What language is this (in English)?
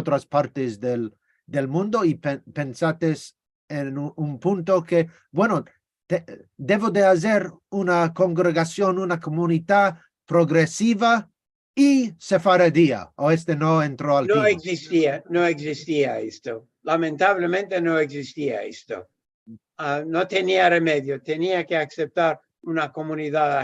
Ladino